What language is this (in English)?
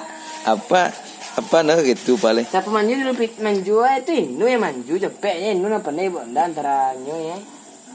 Minangkabau